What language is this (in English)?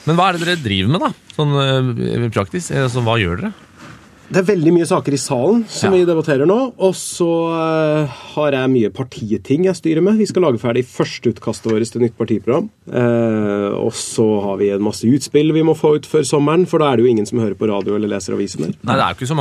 Norwegian